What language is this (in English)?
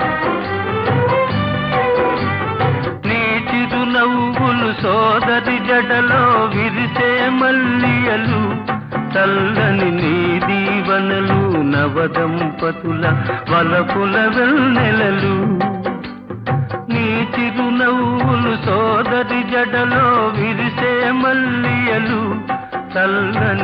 Telugu